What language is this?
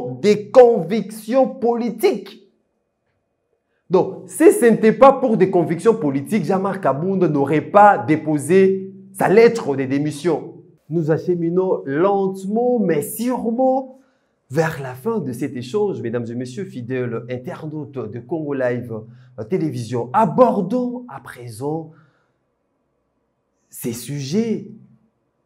French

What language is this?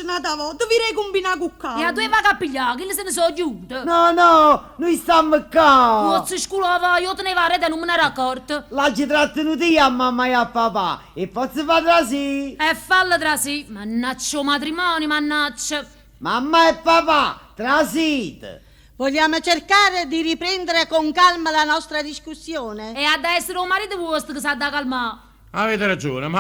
Neapolitan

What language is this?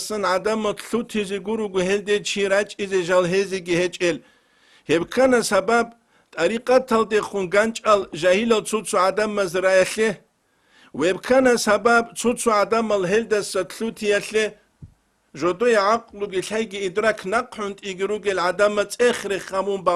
Avaric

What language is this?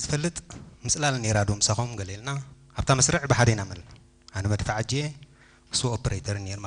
Tigrinya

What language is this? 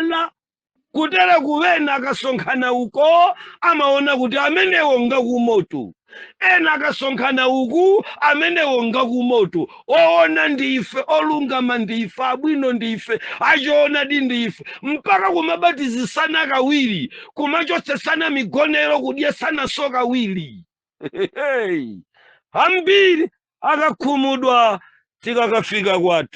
Nyanja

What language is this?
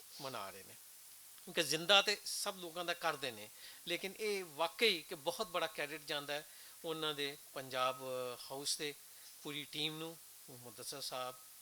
Western Panjabi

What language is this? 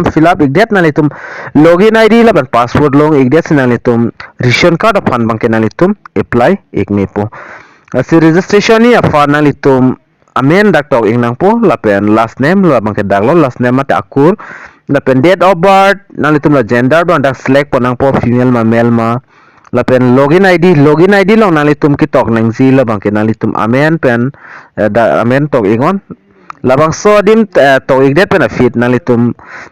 Karbi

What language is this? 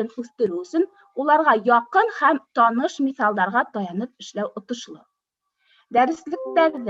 Bashkir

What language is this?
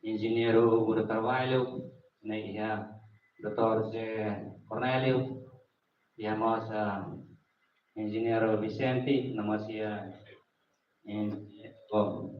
Tetum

